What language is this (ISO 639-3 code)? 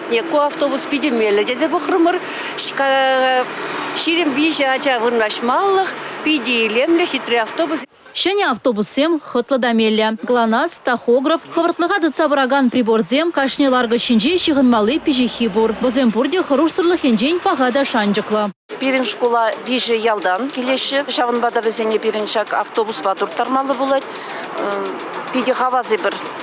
chv